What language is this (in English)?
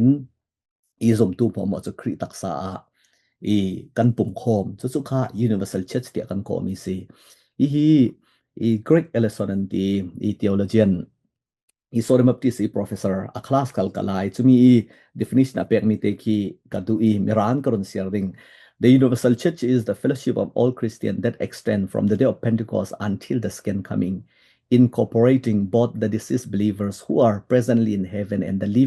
Falam Chin